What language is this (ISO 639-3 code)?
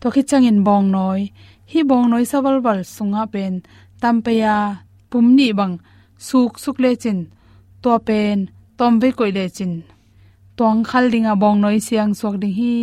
ctd